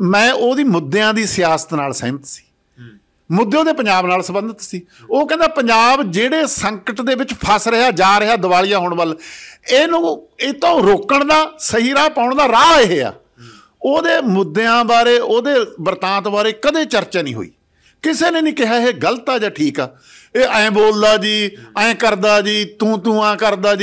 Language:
Punjabi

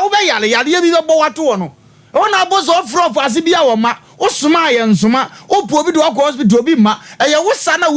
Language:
Akan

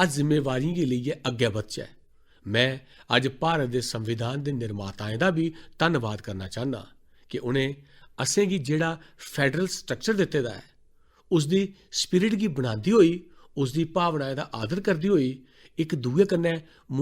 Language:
Dogri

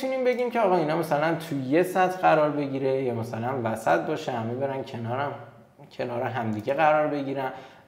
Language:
Persian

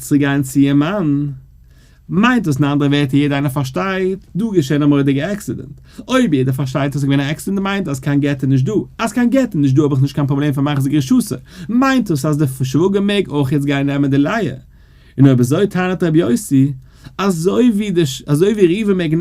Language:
Yiddish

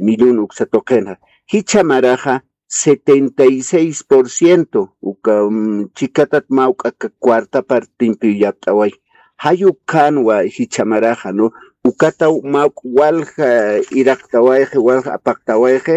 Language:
Aymara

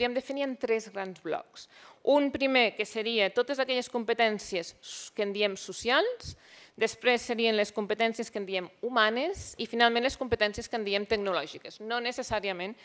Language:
Catalan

